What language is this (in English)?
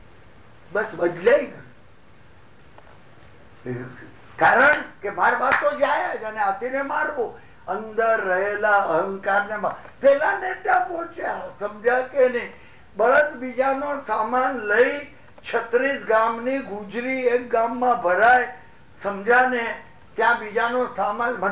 Gujarati